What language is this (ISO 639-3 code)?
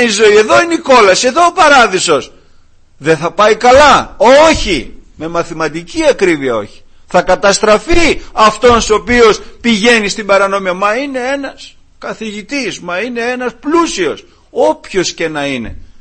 ell